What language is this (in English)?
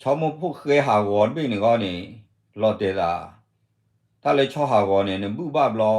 S'gaw Karen